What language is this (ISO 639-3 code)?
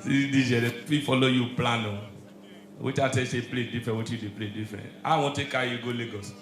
pcm